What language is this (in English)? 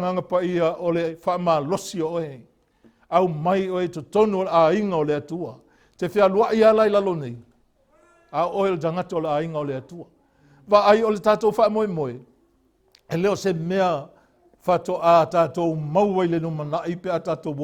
Samoan